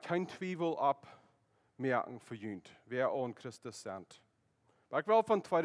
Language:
Plautdietsch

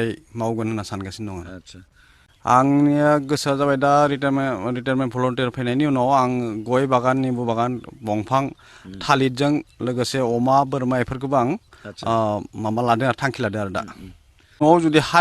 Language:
Bodo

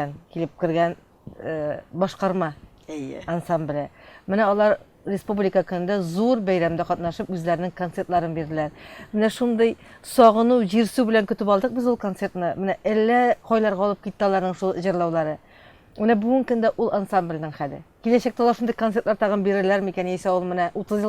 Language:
Tatar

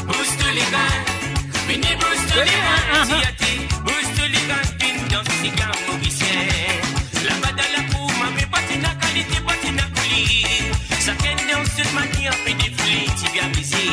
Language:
Morisyen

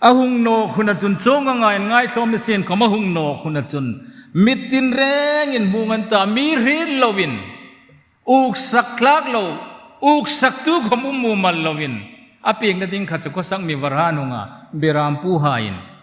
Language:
Hmar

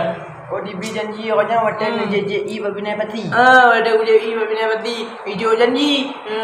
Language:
Achinese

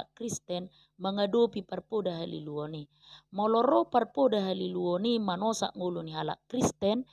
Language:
Batak Toba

